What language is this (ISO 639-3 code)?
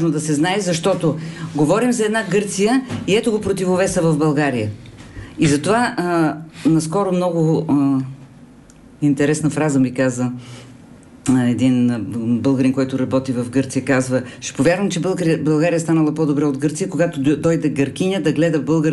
bul